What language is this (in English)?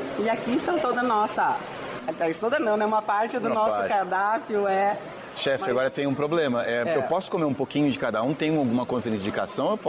Portuguese